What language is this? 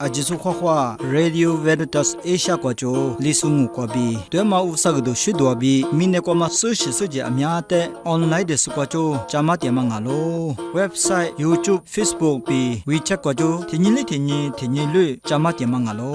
Lisu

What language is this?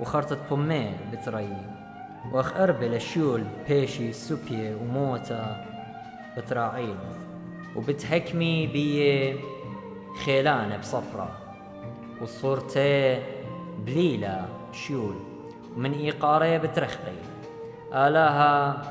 Assyrian Neo-Aramaic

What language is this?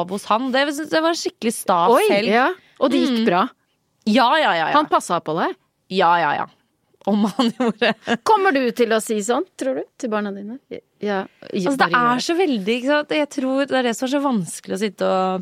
Norwegian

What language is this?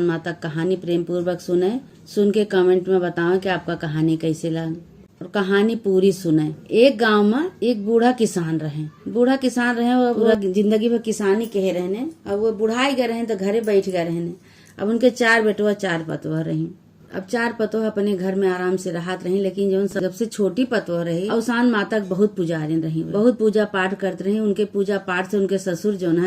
Awadhi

